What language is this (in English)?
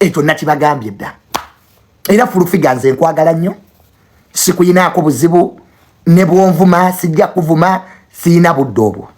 Ganda